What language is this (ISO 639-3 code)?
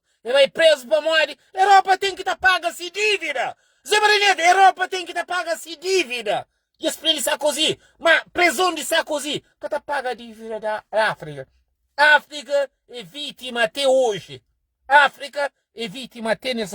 kea